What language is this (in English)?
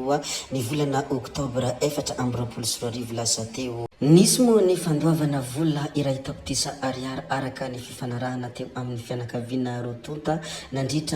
Malagasy